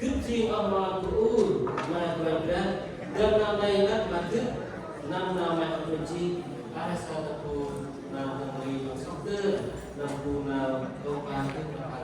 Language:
Central Mnong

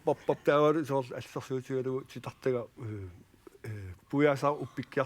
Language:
Kalaallisut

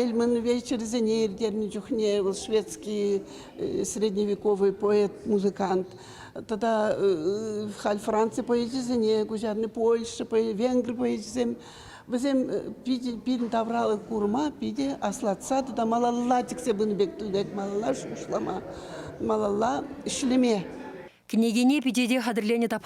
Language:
Chuvash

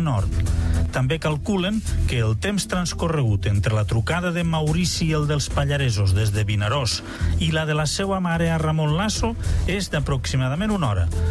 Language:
Catalan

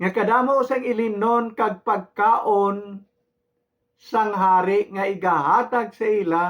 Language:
Hiligaynon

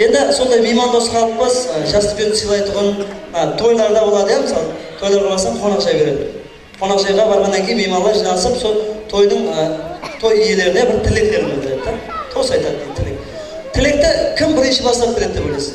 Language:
Kara-Kalpak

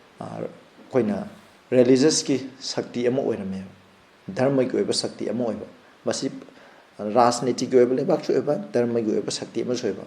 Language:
Manipuri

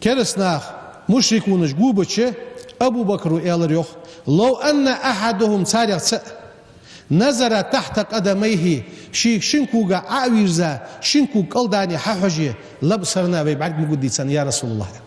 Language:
Ingush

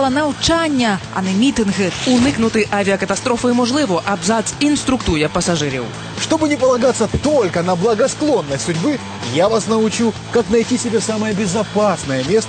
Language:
Ukrainian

